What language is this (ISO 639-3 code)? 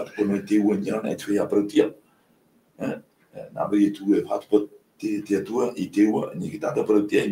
tah